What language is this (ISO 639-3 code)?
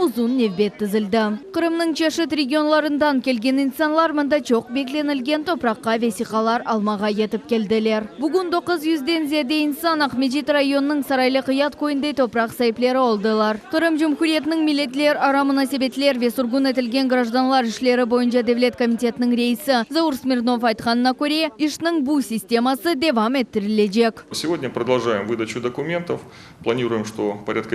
crh